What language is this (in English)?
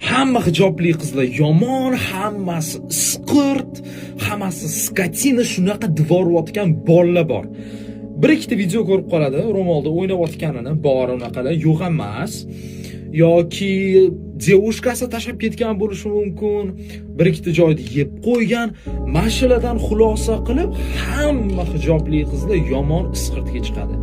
Uzbek